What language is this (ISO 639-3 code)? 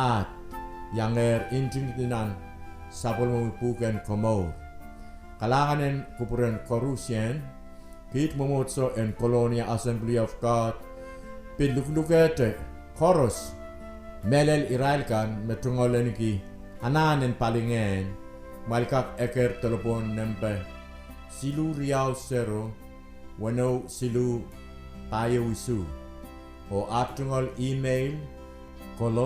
pon